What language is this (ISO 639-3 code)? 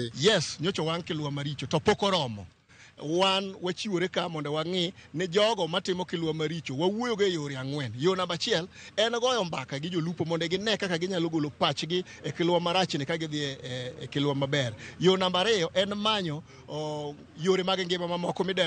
luo